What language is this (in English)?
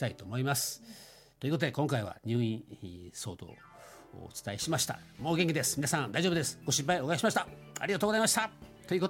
Japanese